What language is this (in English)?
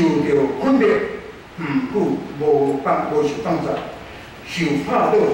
Min Nan Chinese